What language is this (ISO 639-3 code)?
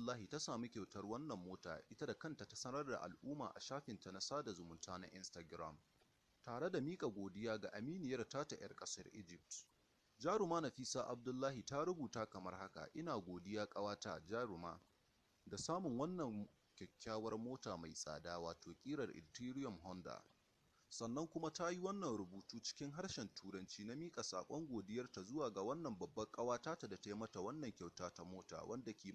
hau